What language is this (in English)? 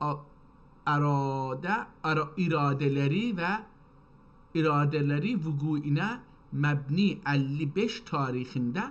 South Azerbaijani